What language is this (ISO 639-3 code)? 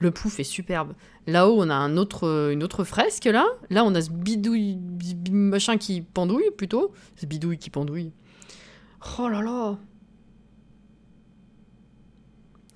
fra